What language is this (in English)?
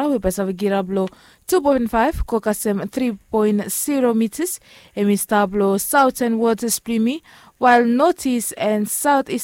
Bislama